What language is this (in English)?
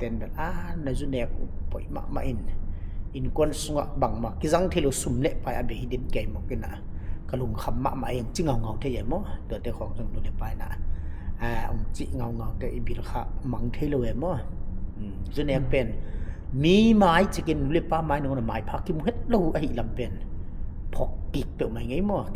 Tedim Chin